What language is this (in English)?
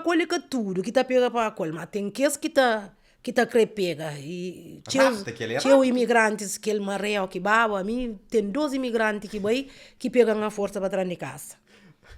Kabuverdianu